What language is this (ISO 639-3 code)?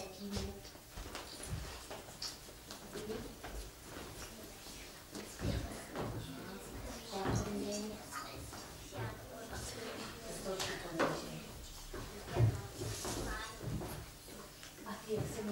ces